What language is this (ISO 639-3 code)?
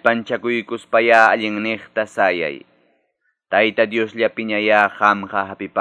que